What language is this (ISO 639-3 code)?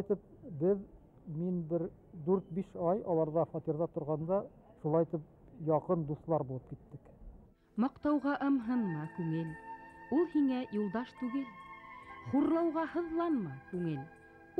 bak